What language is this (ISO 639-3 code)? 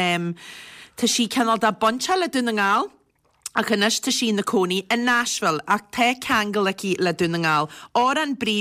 gle